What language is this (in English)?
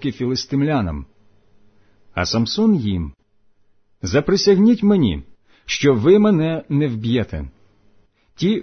Ukrainian